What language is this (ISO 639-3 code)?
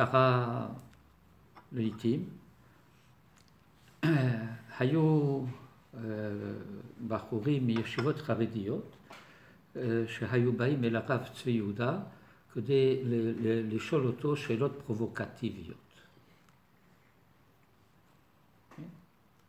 heb